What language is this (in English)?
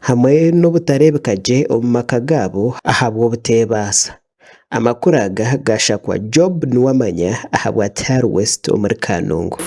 Nyankole